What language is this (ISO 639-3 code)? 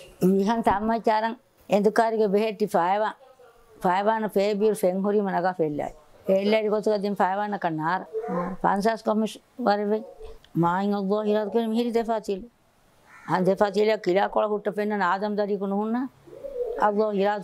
div